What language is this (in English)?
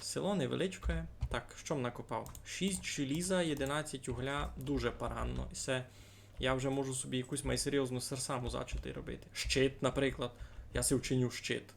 Rusyn